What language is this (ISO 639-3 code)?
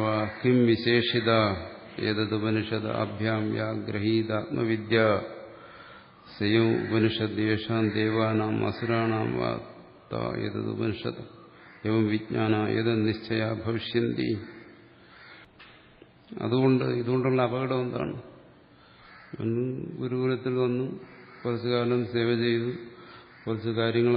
mal